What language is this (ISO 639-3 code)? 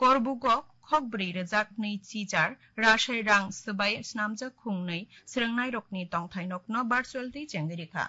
trp